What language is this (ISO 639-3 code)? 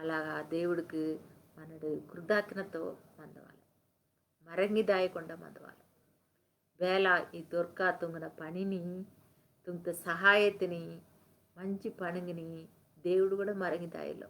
kff